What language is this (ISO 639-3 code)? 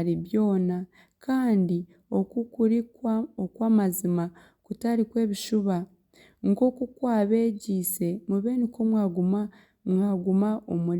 nyn